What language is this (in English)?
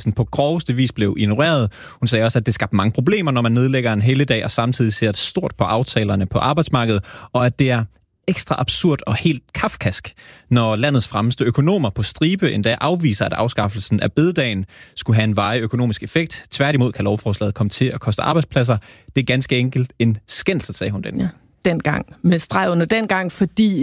Danish